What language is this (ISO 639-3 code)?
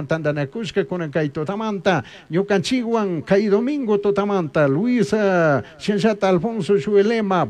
qug